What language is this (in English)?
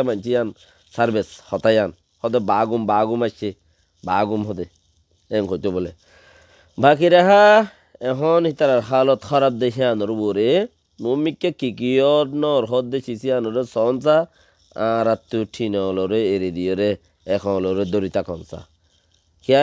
Rohingya